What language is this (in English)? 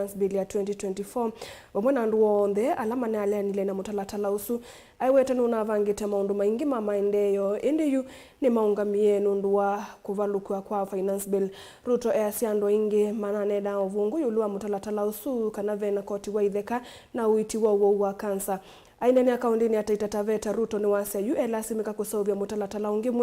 Kamba